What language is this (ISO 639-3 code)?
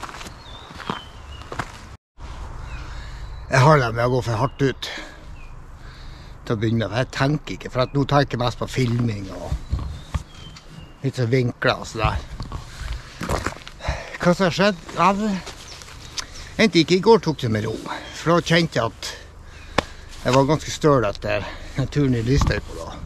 nor